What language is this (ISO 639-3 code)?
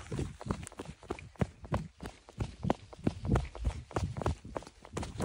bul